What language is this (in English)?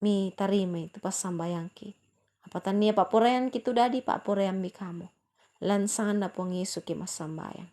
Toraja-Sa'dan